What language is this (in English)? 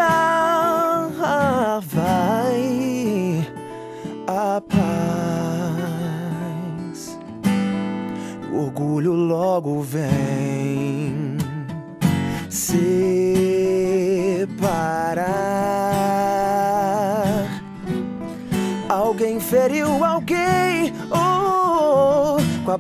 Portuguese